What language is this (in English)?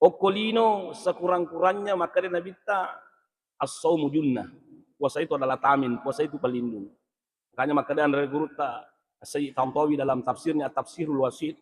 Buginese